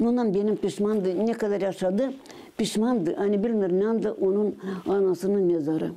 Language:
Gagauz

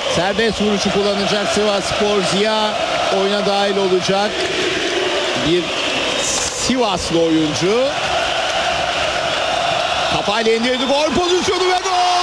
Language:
Turkish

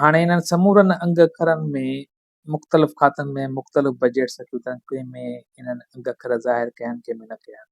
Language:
Sindhi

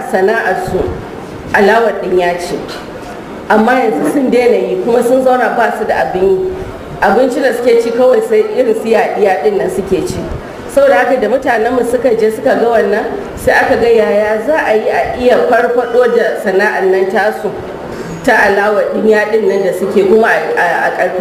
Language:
Hausa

